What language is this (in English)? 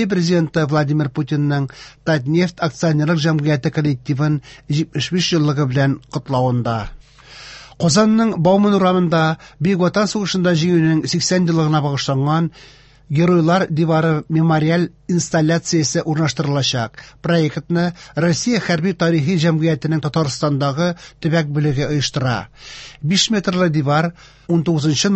Tatar